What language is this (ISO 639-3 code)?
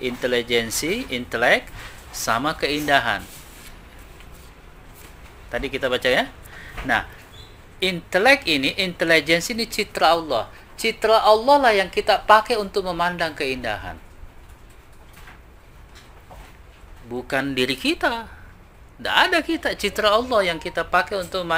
ind